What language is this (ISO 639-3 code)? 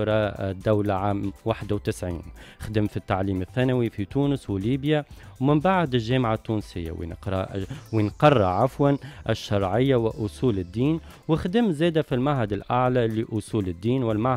aeb